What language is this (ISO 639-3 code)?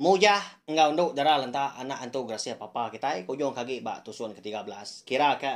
iba